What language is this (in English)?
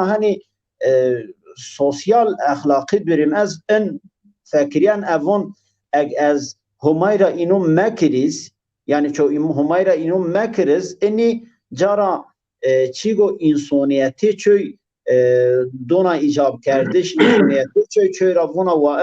Zaza